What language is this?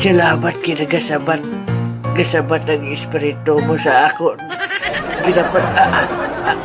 Hiligaynon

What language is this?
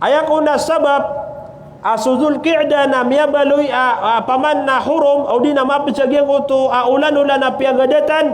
Maranao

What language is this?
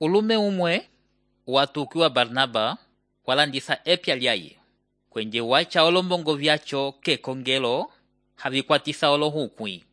Umbundu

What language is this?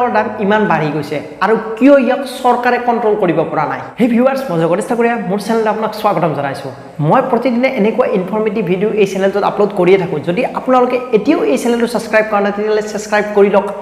Assamese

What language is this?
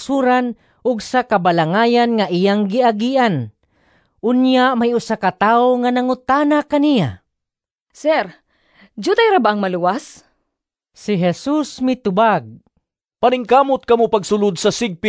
Cebuano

